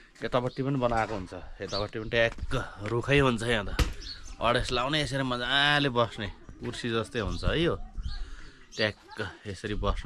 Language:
Nepali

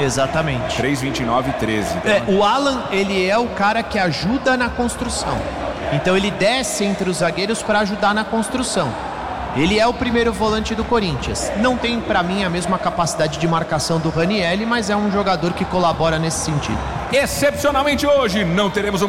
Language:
Portuguese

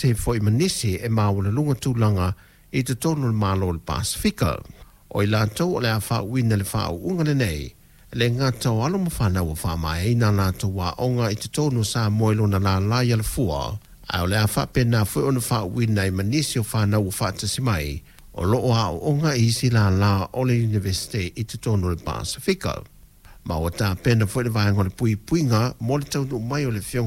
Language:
Samoan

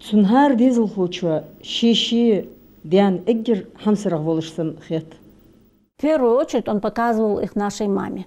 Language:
Ingush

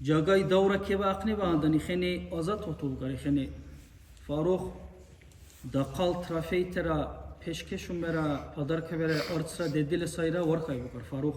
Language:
Dargwa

